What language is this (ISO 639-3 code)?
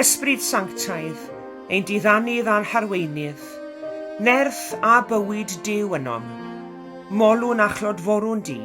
cym